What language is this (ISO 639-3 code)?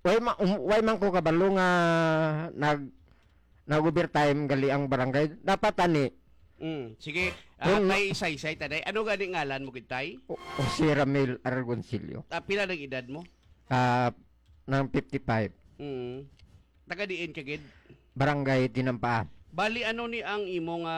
hil